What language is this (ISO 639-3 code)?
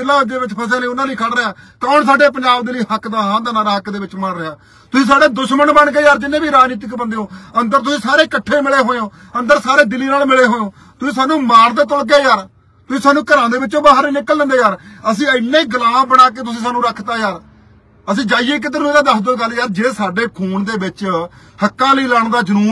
pan